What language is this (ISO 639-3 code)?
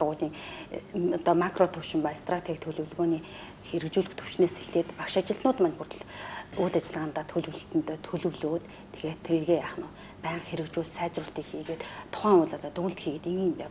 mon